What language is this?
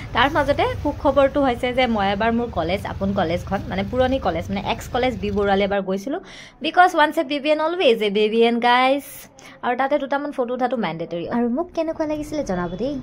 Assamese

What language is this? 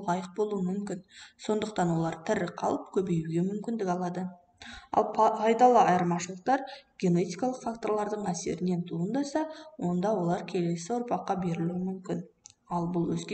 Kazakh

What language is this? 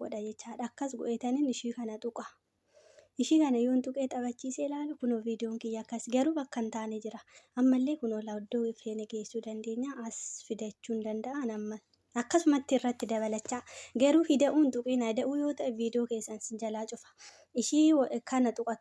Oromo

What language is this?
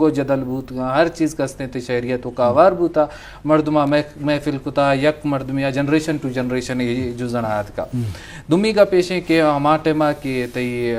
Eastern Balochi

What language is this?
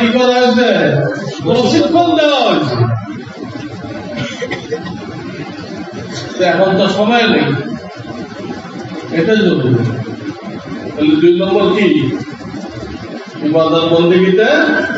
Bangla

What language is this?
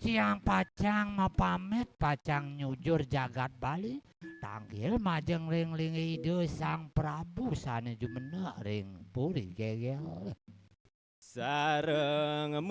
Balinese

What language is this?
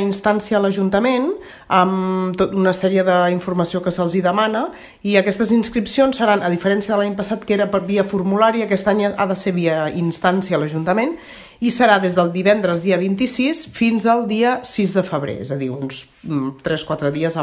Catalan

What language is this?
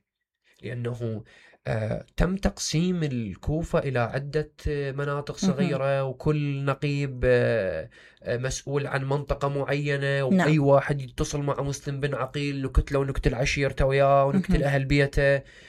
Mesopotamian Arabic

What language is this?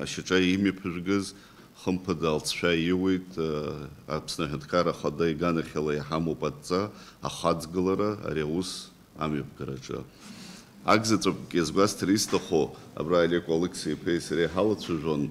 Abkhazian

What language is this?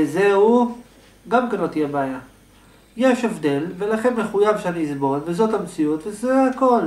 Hebrew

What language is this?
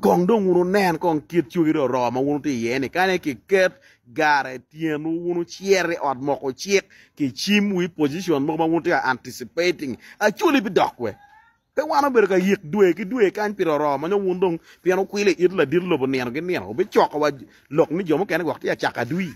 Acoli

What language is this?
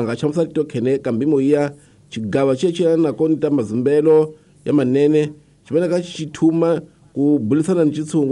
Tsonga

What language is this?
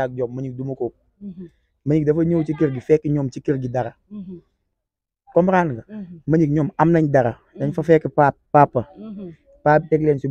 Wolof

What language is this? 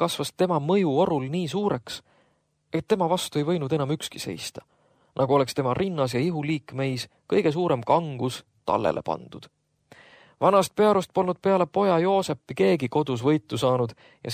Estonian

